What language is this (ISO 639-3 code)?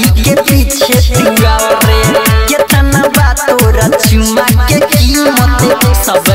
bho